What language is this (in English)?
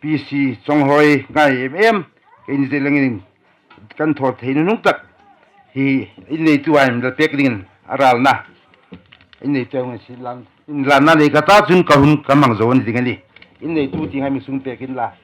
Hmar